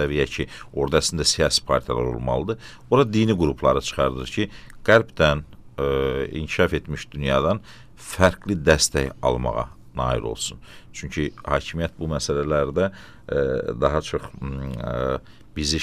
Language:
Azerbaijani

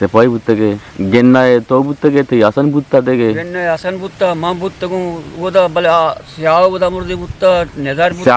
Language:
Eastern Balochi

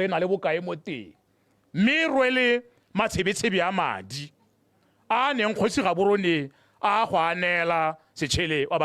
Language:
Tswana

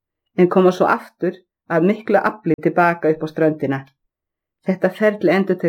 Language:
Icelandic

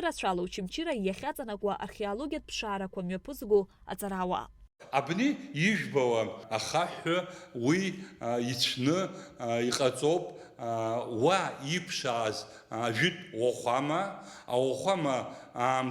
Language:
Abkhazian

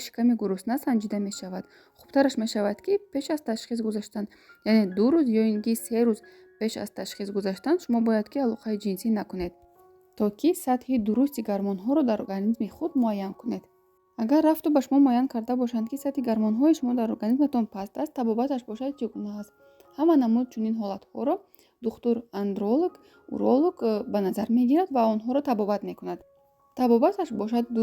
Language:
Tajik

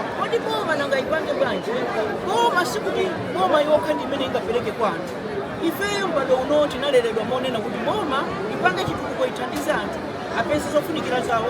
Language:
Nyanja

